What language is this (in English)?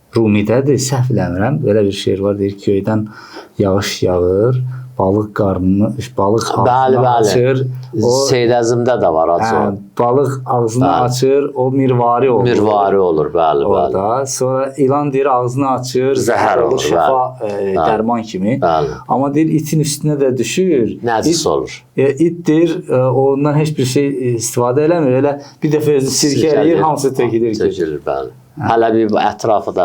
Azerbaijani